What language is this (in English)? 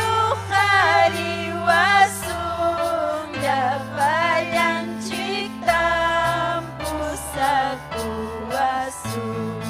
Ayacucho Quechua